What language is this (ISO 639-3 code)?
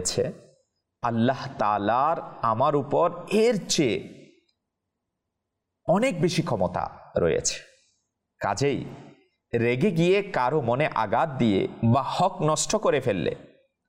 ben